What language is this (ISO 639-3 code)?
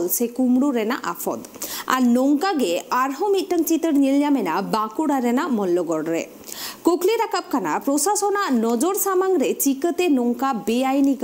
sat